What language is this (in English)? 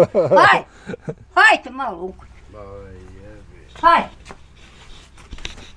Bosnian